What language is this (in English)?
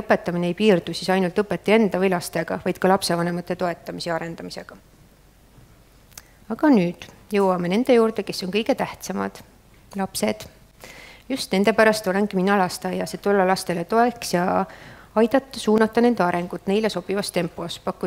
Estonian